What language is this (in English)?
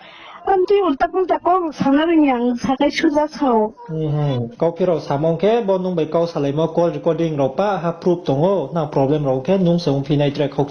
Riang (India)